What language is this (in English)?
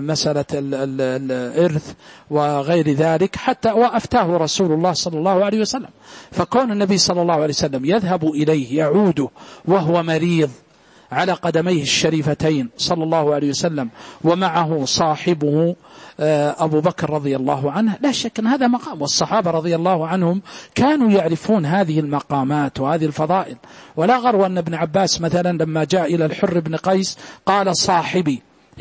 Arabic